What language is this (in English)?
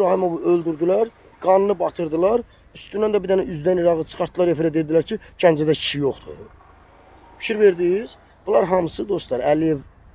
Azerbaijani